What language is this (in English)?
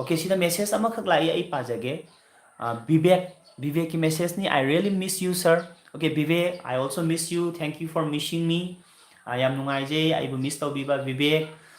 Manipuri